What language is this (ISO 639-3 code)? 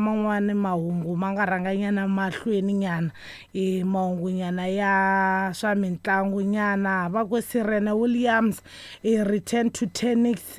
tso